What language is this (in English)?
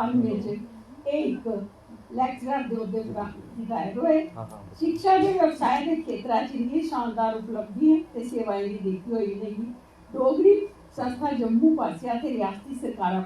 Dogri